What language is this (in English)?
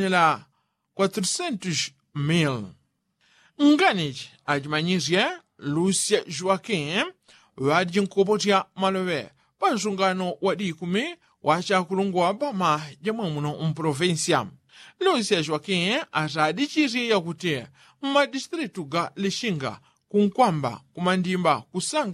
Yao